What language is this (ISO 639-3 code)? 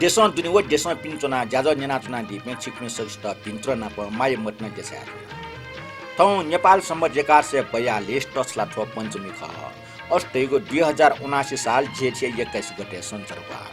new